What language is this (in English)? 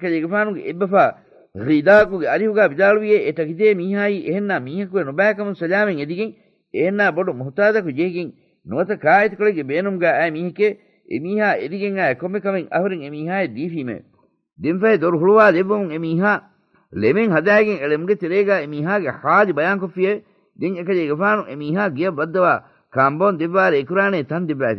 Divehi